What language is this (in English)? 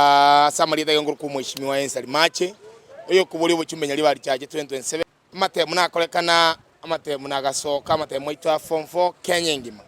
Gusii